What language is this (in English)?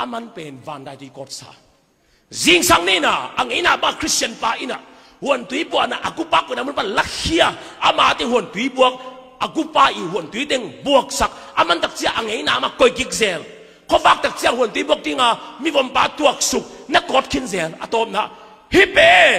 Tedim Chin